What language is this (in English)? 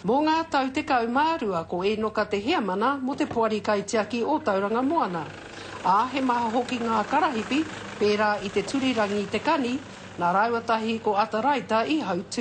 Māori